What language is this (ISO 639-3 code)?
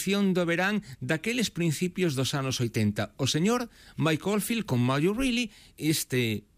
glg